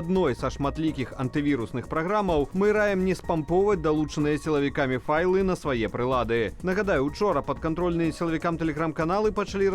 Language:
Belarusian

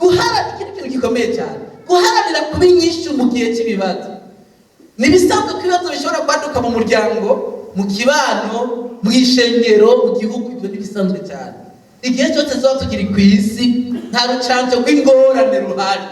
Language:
Rundi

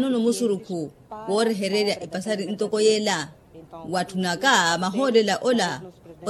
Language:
Makhuwa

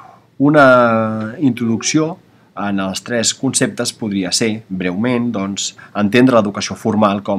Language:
Catalan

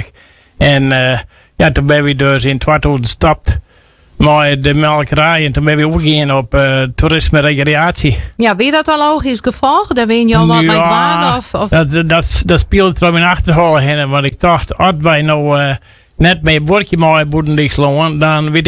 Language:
Western Frisian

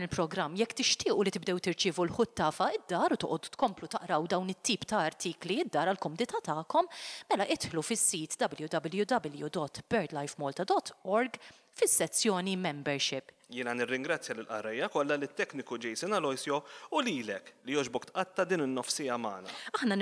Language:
Maltese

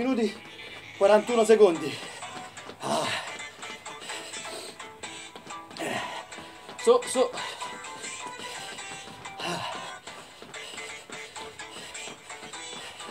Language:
Italian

